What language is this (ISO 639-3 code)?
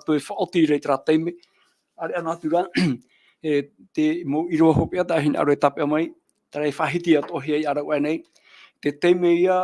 tah